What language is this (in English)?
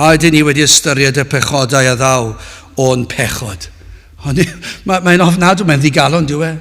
Welsh